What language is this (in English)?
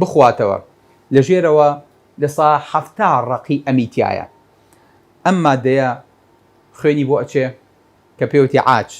Central Kurdish